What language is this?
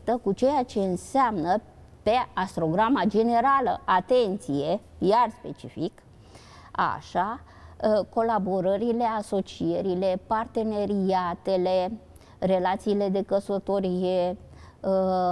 Romanian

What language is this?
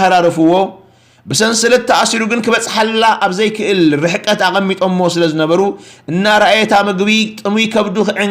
Tigrinya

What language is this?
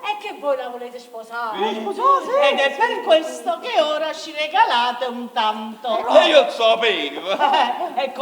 Neapolitan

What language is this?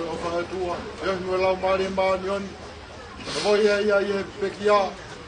Tongan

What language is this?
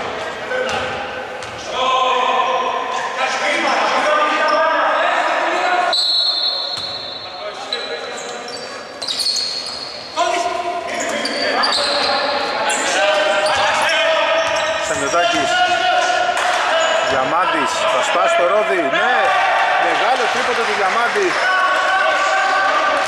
Greek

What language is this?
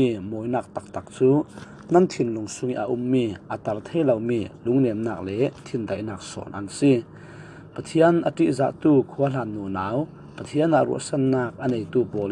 Falam Chin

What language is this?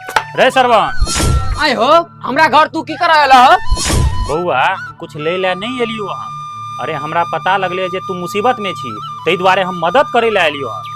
Maithili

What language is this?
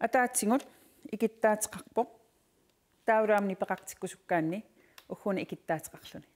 Kalaallisut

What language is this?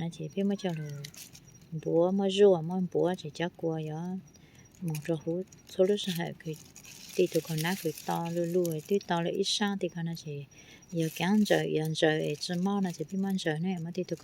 Hmong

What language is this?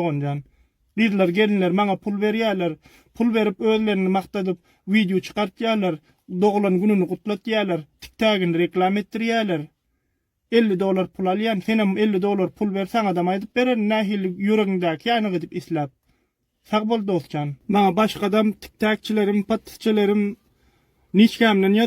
Turkmen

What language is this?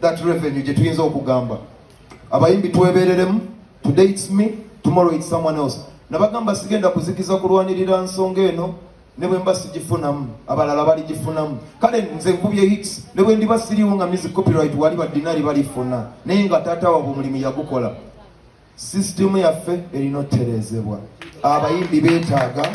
Ganda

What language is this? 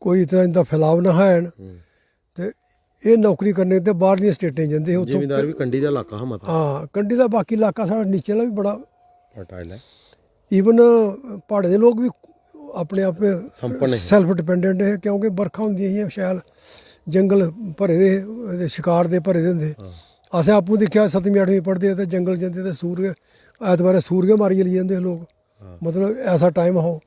Dogri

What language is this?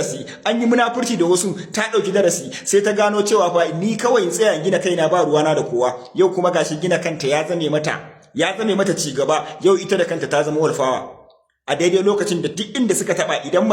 Hausa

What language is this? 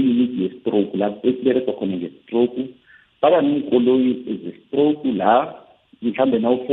South Ndebele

